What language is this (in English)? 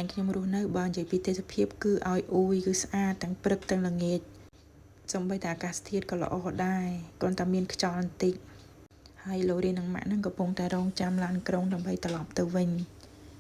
Khmer